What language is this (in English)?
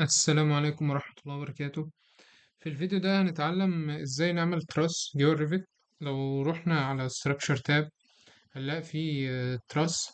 Egyptian Arabic